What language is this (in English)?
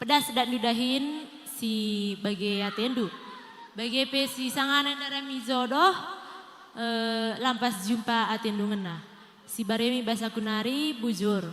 Batak Karo